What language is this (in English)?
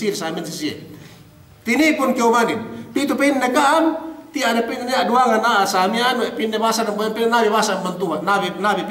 Yakan